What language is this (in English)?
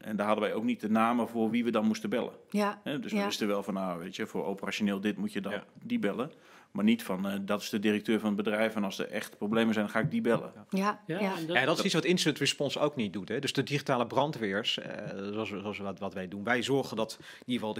Dutch